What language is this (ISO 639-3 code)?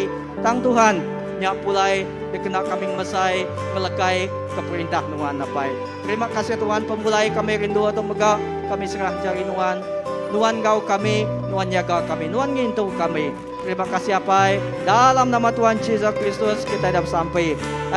iba